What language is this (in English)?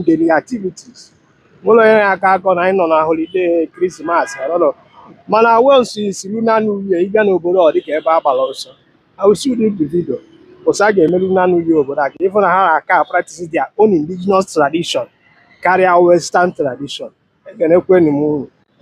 Igbo